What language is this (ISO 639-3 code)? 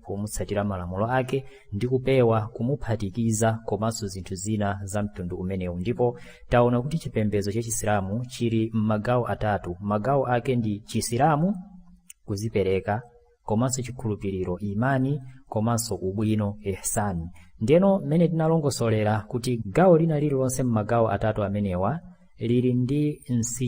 nya